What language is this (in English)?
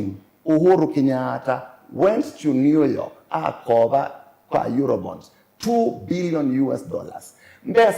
Kamba